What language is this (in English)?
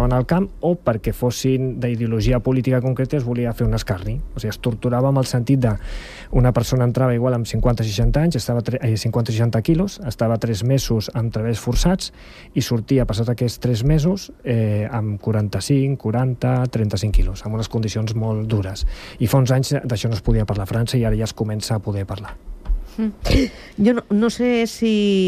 Catalan